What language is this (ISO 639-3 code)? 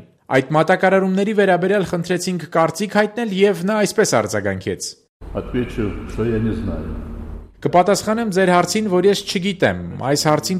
hye